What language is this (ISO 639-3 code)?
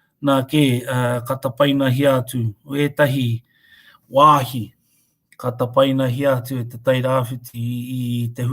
mri